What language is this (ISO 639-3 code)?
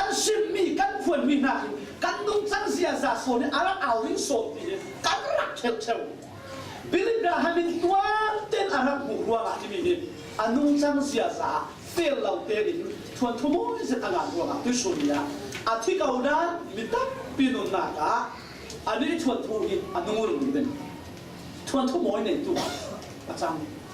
cfm